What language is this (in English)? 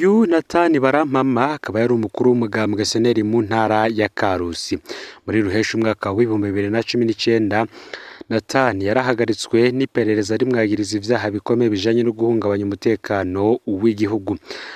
Rundi